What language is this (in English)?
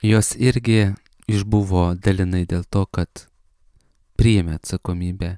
Lithuanian